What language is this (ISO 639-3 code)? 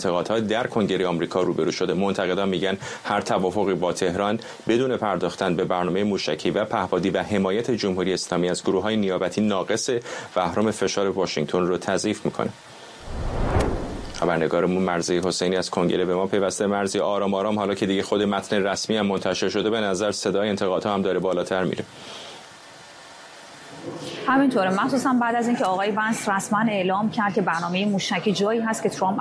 fas